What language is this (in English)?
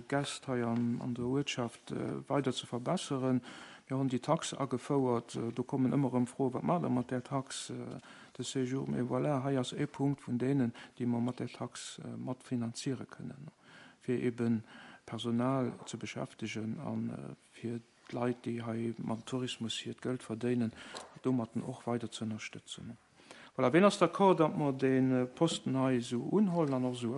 Luxembourgish